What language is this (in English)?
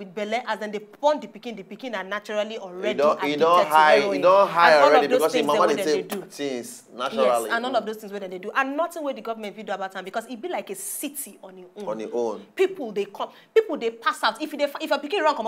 Nigerian Pidgin